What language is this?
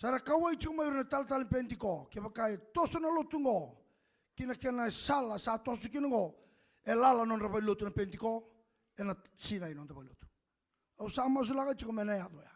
Fijian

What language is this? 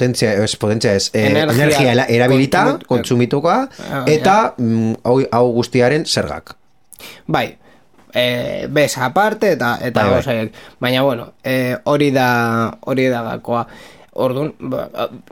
Basque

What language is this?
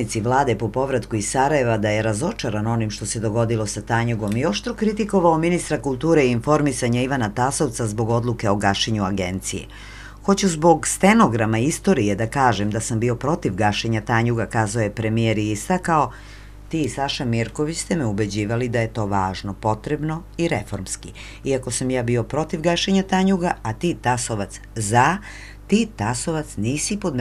Serbian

